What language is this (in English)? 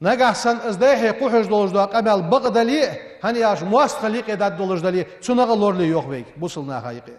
Ingush